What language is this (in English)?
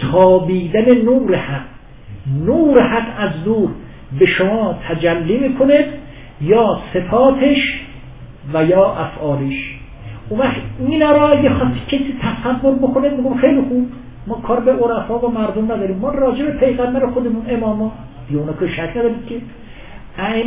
Persian